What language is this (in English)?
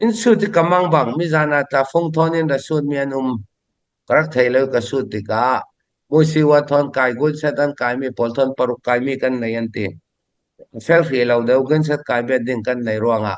Falam Chin